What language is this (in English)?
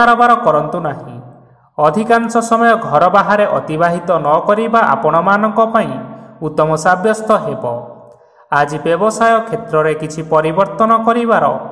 Odia